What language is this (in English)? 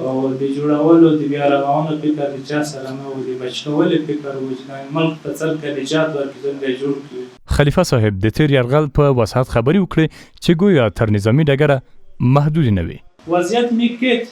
Pashto